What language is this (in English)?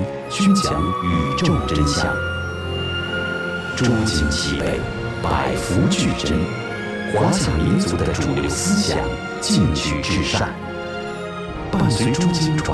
Chinese